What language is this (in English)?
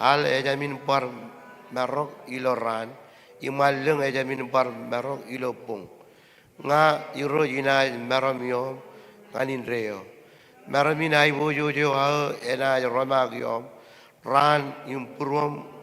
Marshallese